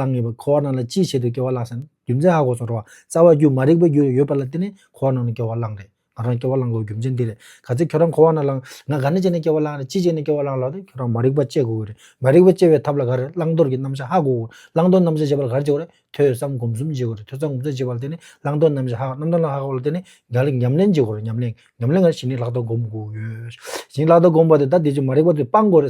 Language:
Tibetan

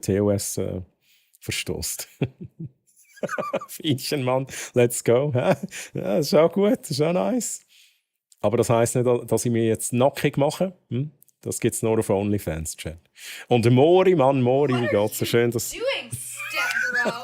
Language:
Swiss German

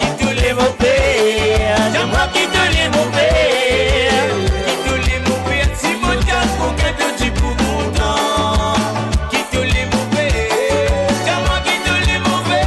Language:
Morisyen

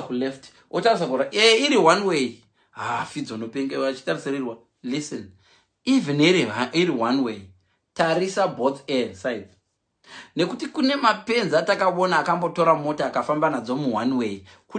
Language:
Shona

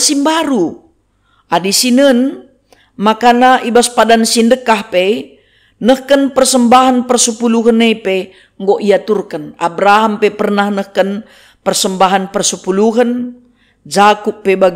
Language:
Batak Karo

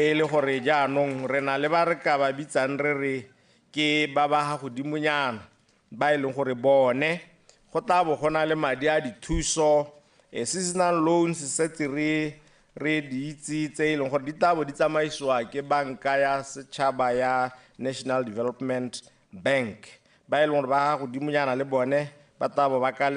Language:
Tswana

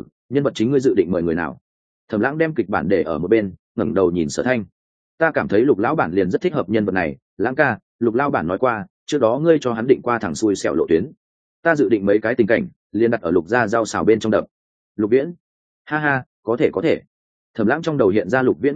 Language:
Vietnamese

